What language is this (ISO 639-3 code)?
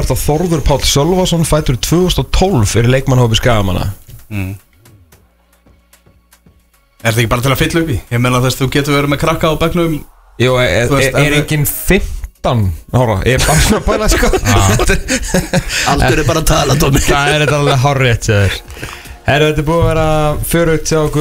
isl